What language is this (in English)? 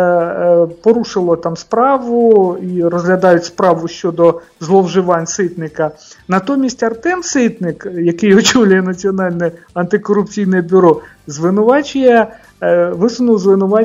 Ukrainian